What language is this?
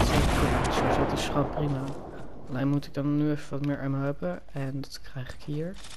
Dutch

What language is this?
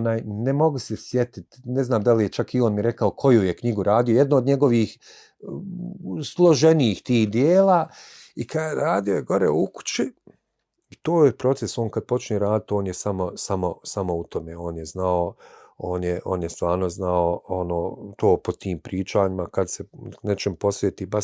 Bosnian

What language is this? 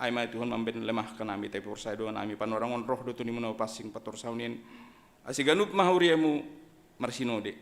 Batak Simalungun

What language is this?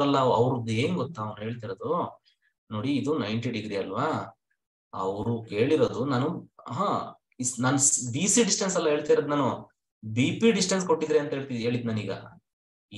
Kannada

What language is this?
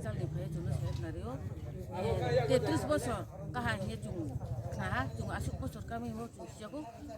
Riang (India)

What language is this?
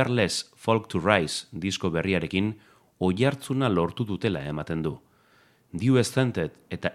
Basque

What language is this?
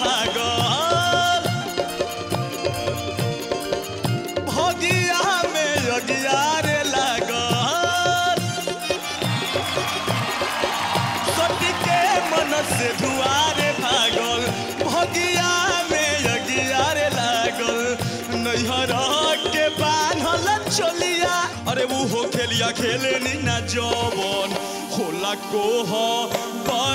Bhojpuri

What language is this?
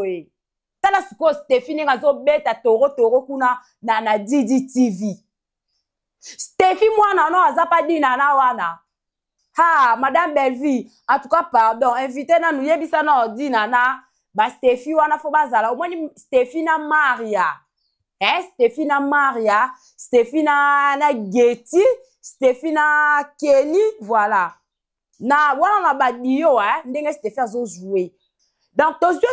Lingala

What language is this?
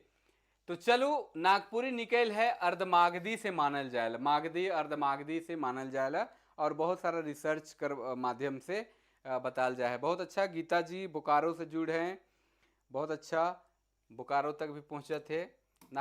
Sadri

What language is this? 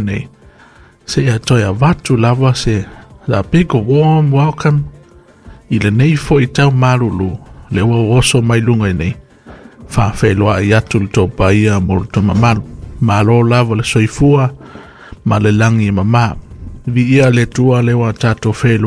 Samoan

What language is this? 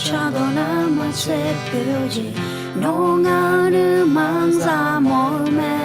Akha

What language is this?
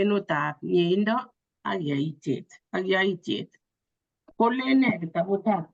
Kalenjin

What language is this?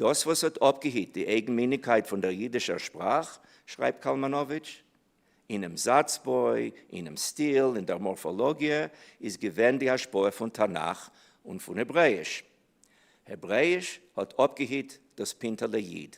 Yiddish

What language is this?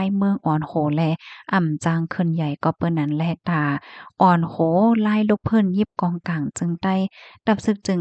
Shan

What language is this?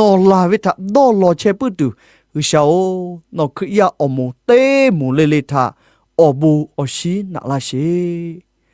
Lahu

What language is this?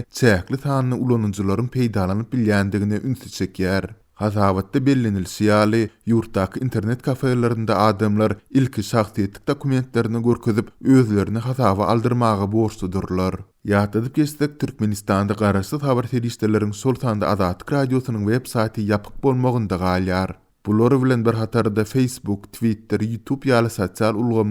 Turkmen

